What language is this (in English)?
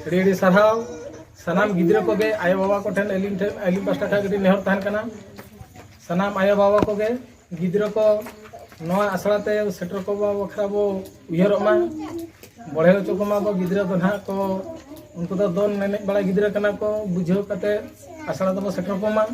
Santali